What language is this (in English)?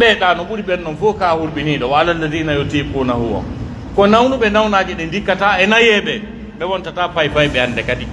Pular